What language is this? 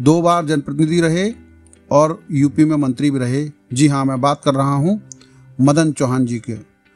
Hindi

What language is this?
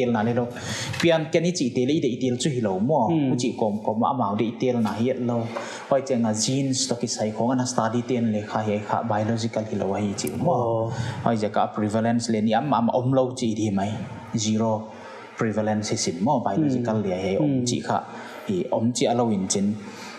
Paite Chin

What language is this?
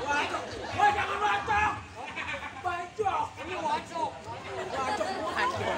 Betawi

